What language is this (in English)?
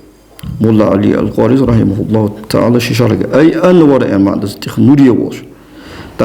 Ingush